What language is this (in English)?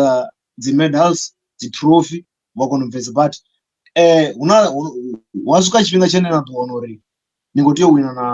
Venda